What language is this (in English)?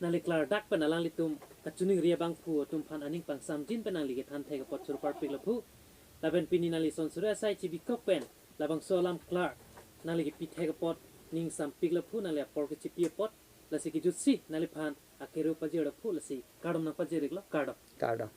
Karbi